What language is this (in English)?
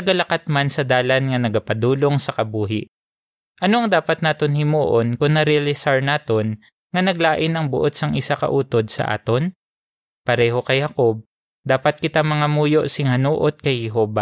Hiligaynon